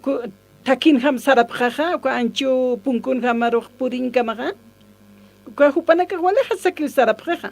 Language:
Aymara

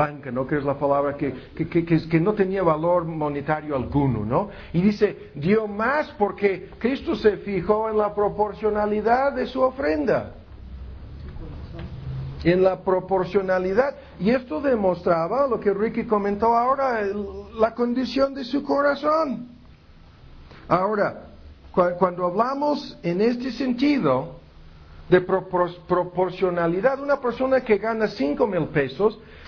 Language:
Spanish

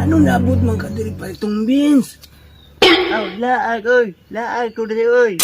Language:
Cebuano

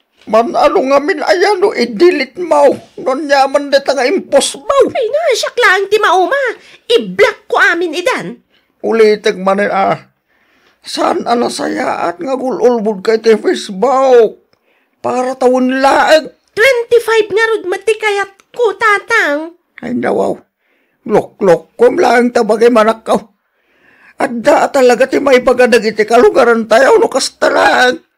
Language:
Iloko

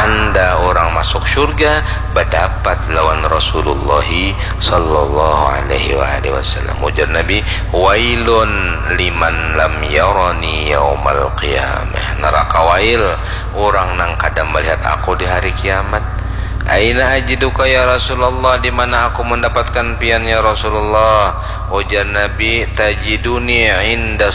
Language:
Banjar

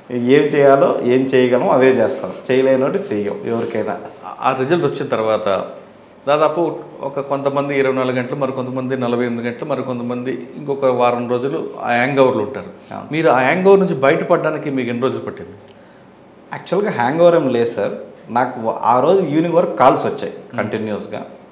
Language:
Telugu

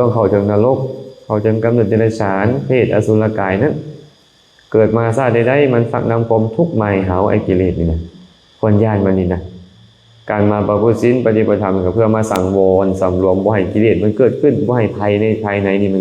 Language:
Lao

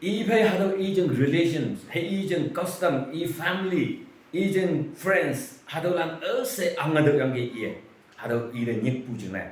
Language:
Naga Pidgin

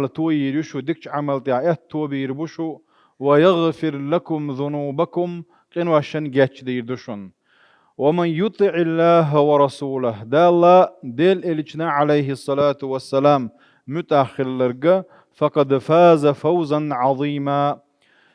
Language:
Chechen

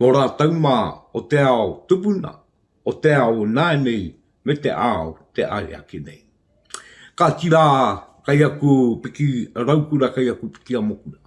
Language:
Māori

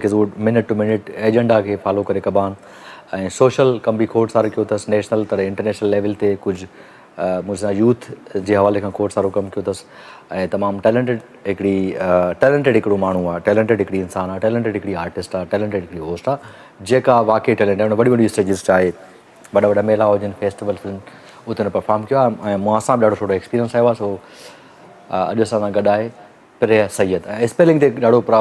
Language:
Sindhi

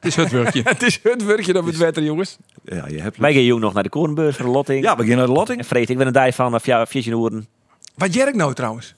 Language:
Western Frisian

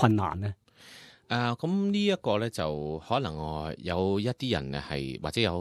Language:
Cantonese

